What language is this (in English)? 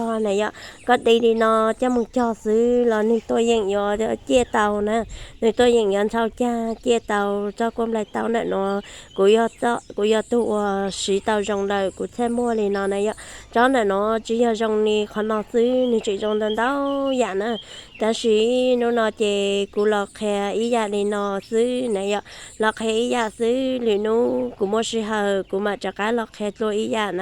Hmong